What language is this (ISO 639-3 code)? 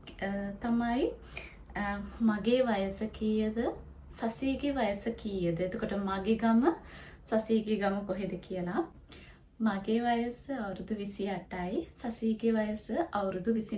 sin